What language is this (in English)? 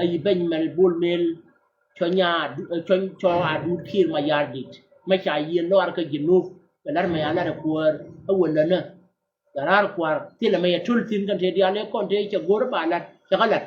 Nuer